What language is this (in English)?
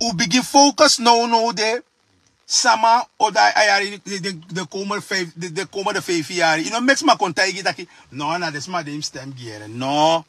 Sranan Tongo